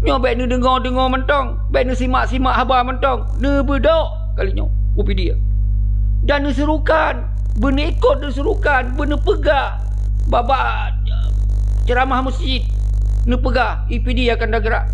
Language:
Achinese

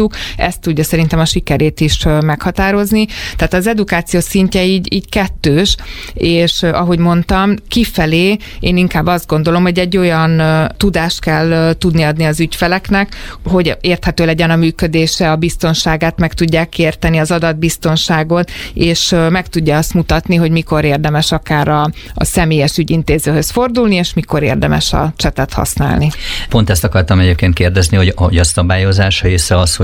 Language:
Hungarian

